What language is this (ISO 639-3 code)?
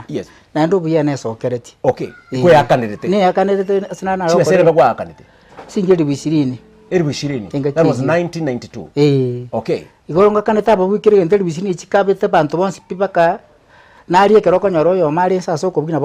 guz